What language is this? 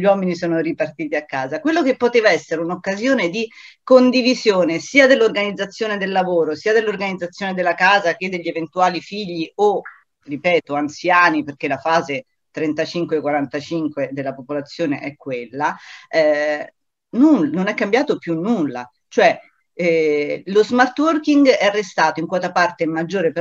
Italian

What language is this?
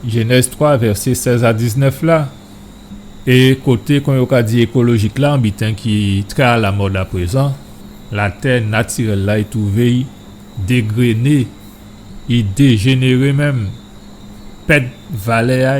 Guadeloupean Creole French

